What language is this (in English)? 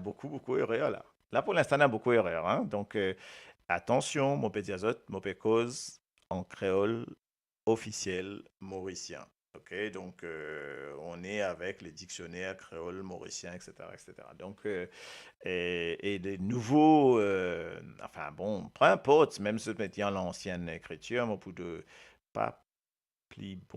Morisyen